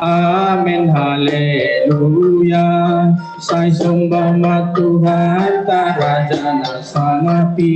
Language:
Batak Simalungun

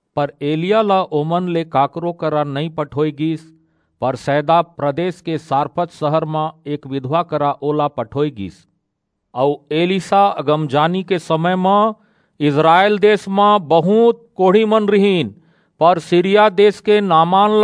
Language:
Chhattisgarhi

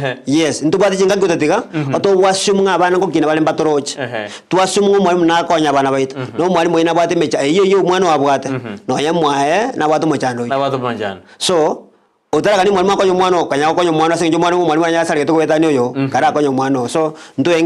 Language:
Gusii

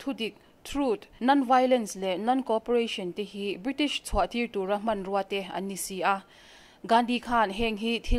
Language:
Mizo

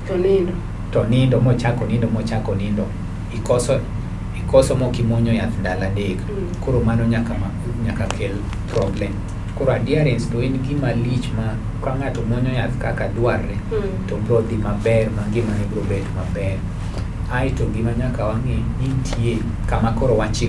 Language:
Luo (Kenya and Tanzania)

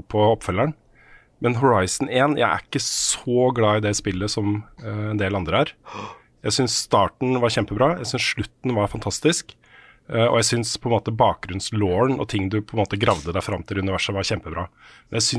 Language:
Norwegian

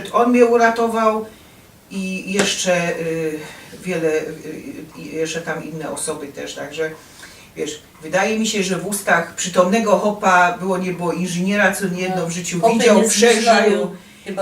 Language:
Silesian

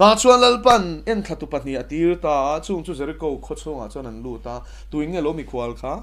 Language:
Mizo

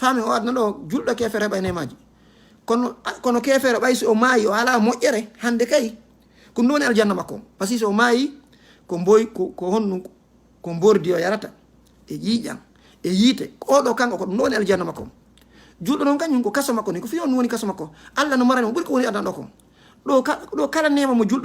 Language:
Fula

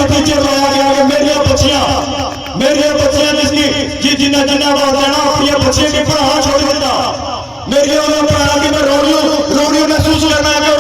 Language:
Pahari-Potwari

